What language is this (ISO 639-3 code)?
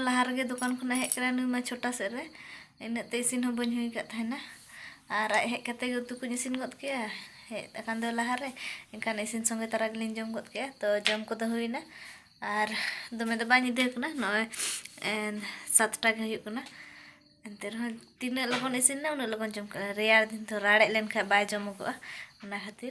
sat